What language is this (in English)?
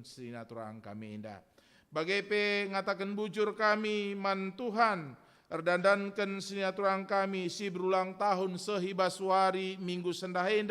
Batak Karo